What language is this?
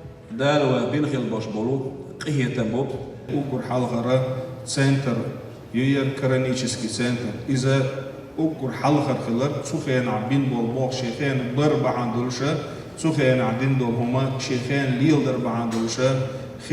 Chechen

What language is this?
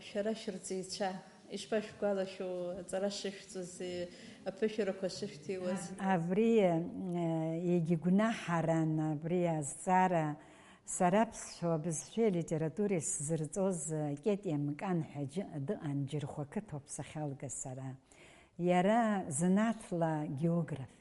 Abkhazian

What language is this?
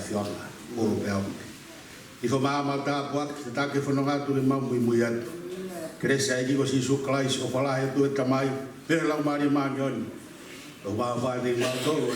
Tongan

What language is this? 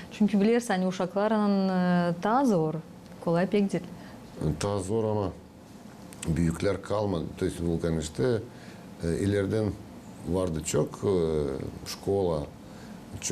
Gagauz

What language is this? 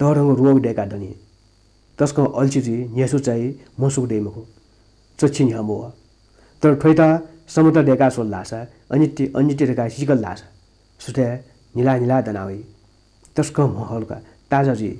Newari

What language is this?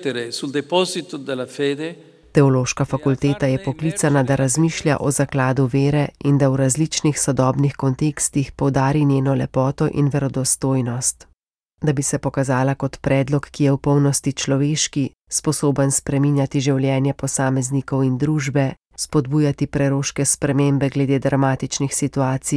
Slovenian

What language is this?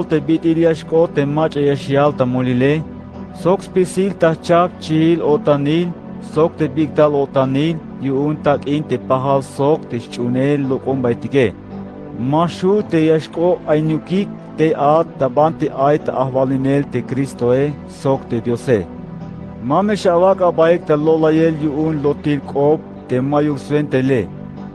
Tzeltal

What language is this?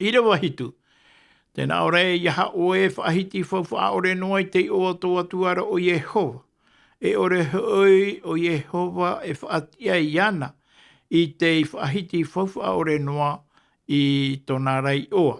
Tahitian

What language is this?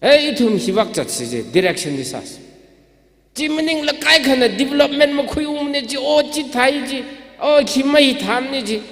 Tangkhul Naga (India)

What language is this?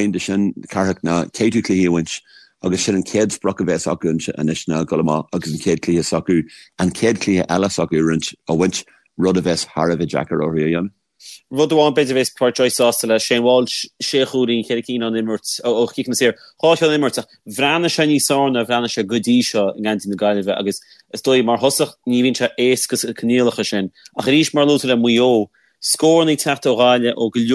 Irish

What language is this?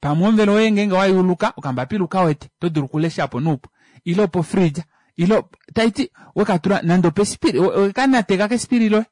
Kuanyama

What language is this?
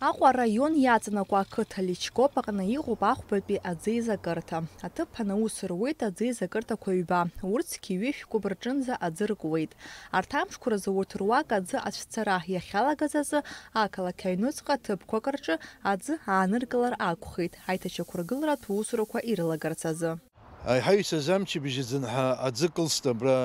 Abkhazian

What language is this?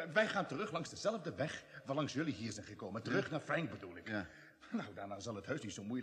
Dutch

